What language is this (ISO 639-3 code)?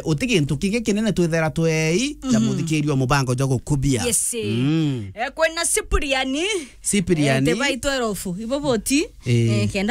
mer